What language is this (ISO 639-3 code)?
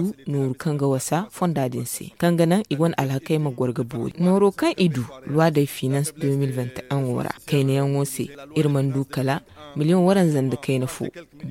dje